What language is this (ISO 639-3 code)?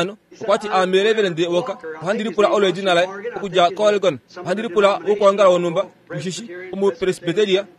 kua